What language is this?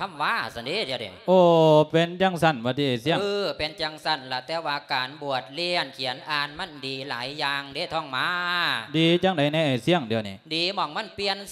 Lao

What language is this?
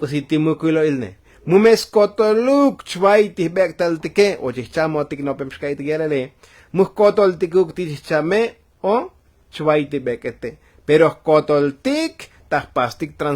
Tzotzil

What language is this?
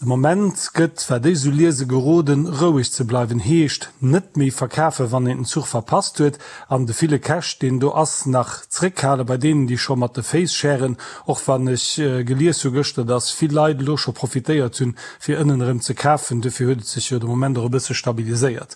Luxembourgish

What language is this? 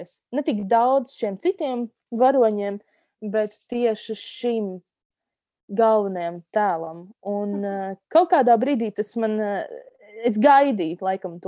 Latvian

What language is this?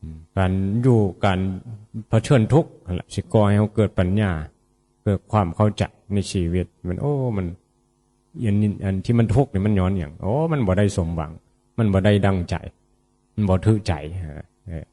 Northeastern Thai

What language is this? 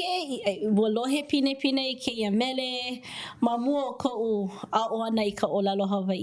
Hawaiian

